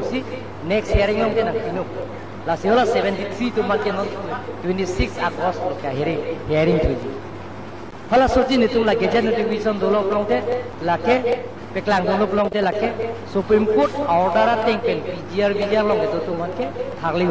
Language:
Karbi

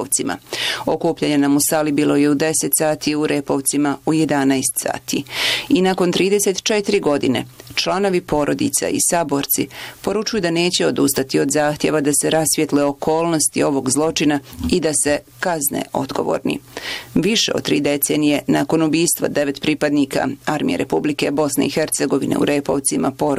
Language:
Bosnian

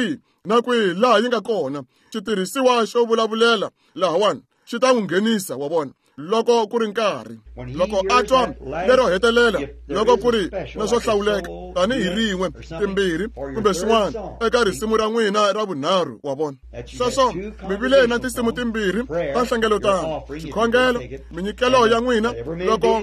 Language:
Tsonga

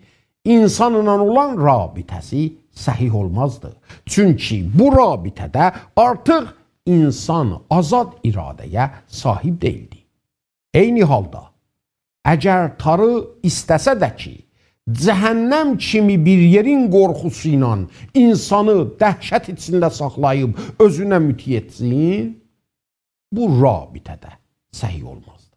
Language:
South Azerbaijani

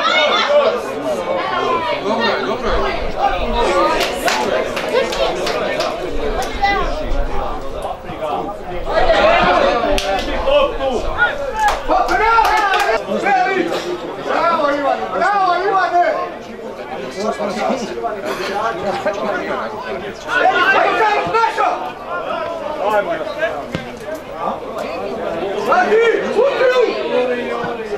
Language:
Croatian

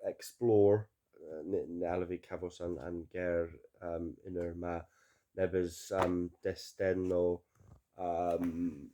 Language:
Cornish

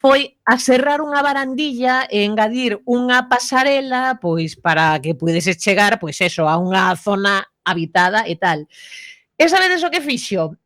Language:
Galician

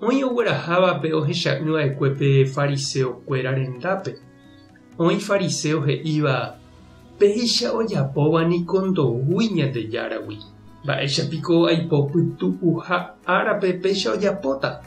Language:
Guarani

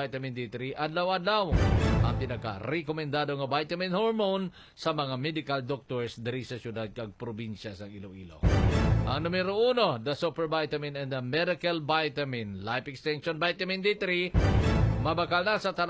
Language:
Hiligaynon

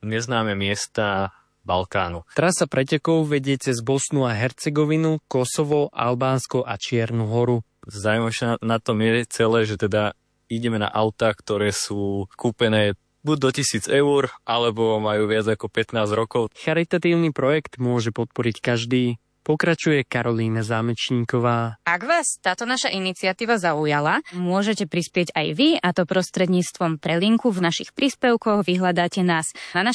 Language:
Slovak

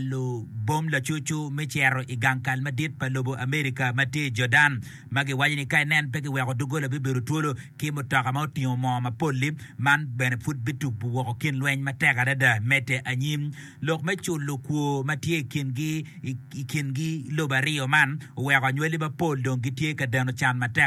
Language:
Acoli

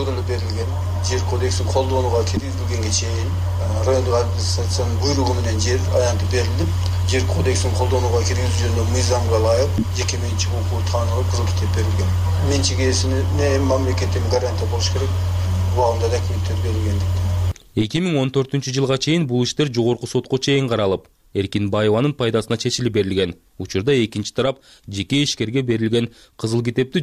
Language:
Kyrgyz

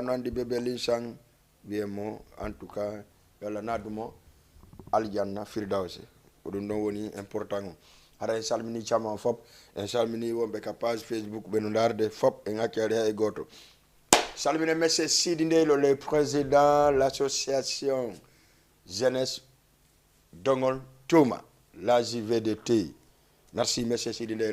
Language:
Fula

